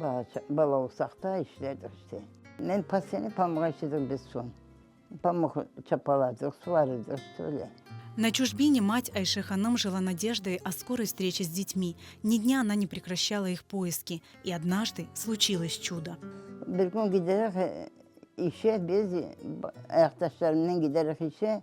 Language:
Crimean Tatar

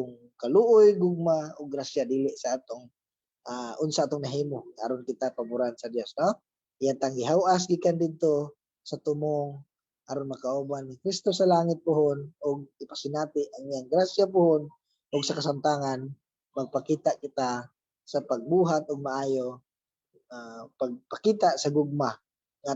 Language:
Cebuano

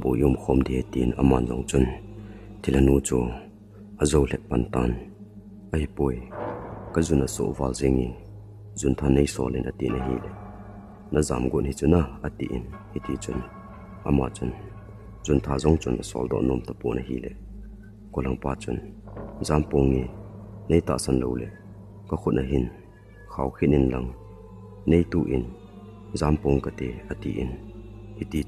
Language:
Thado Chin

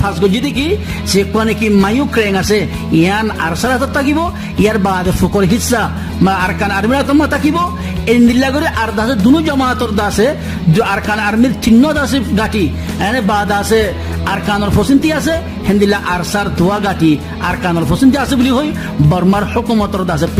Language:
Rohingya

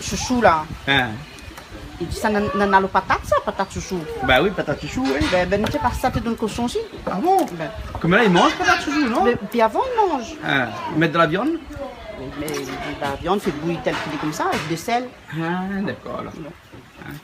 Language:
Réunion Creole French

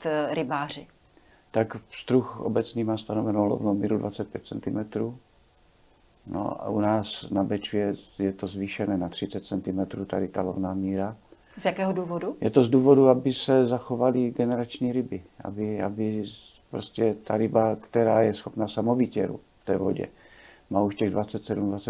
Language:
Czech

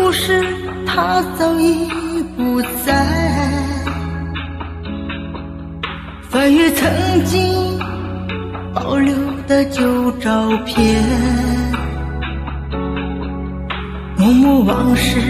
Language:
Chinese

